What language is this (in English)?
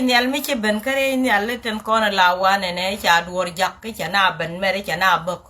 Nuer